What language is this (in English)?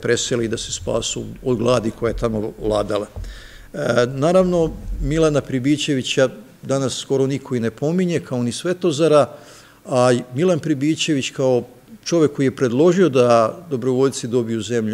Serbian